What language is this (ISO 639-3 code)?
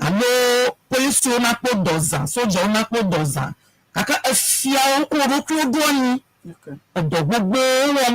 ewe